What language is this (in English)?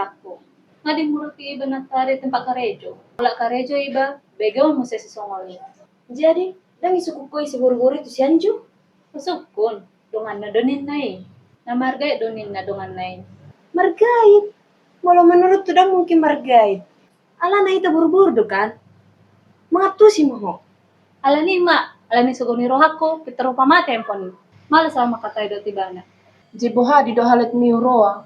Batak Toba